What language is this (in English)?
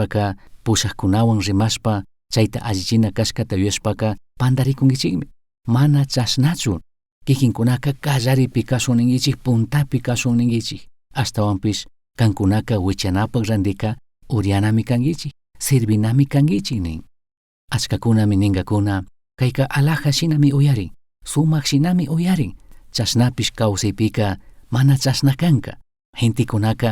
Chimborazo Highland Quichua